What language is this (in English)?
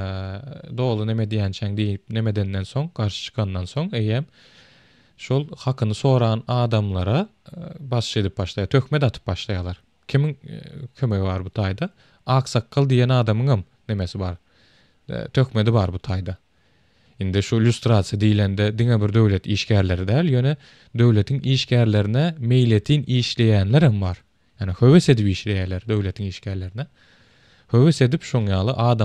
Turkmen